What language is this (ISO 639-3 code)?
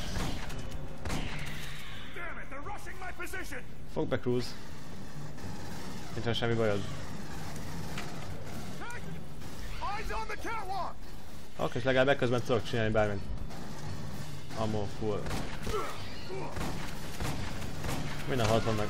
hun